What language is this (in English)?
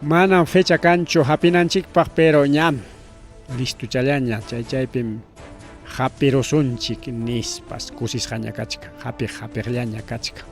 Ayacucho Quechua